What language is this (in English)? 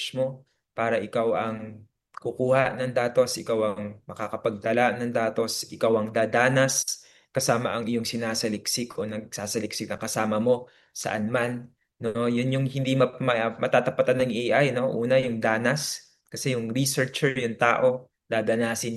Filipino